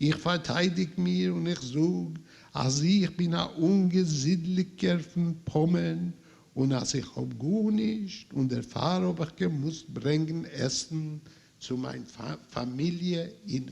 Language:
Yiddish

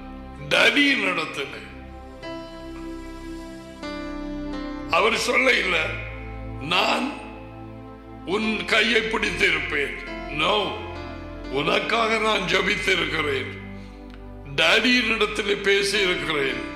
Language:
Tamil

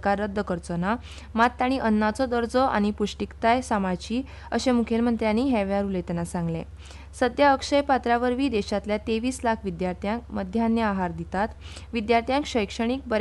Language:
Konkani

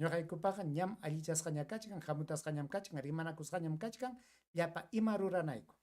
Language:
Ayacucho Quechua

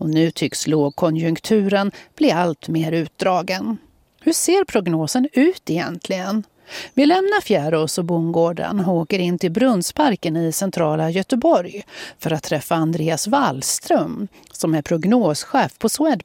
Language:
Swedish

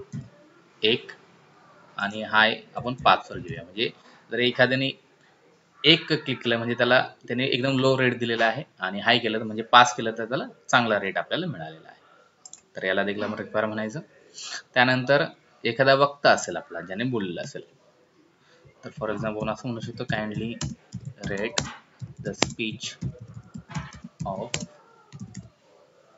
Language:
Marathi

